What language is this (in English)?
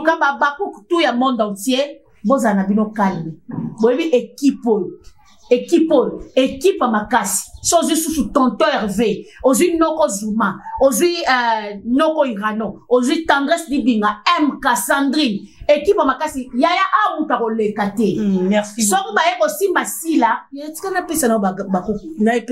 Lingala